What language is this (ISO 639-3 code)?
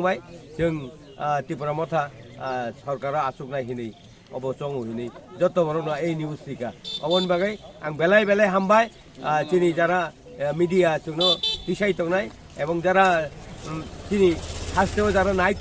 trp